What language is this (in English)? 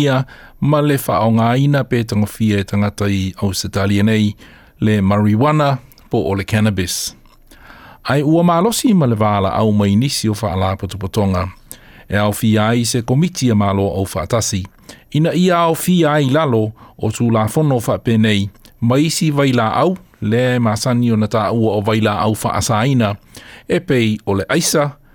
Samoan